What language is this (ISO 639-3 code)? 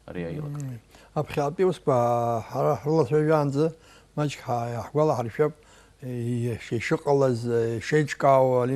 abk